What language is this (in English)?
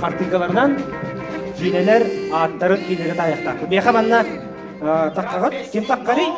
Yakut